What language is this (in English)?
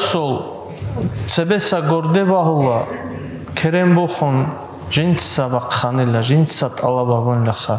Avaric